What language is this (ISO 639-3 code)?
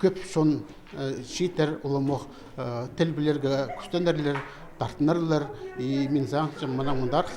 kjh